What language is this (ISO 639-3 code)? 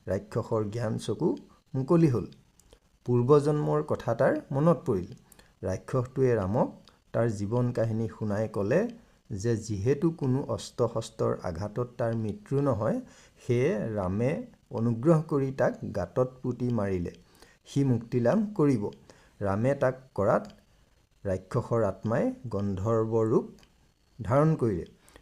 asm